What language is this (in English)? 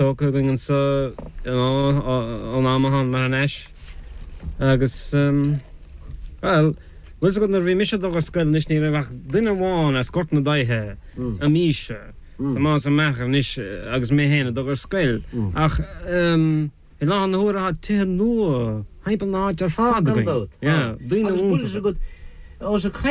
Irish